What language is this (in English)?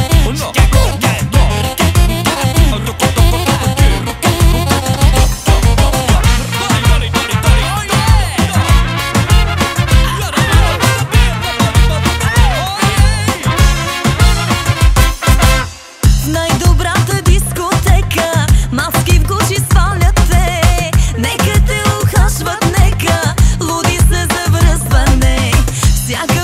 Bulgarian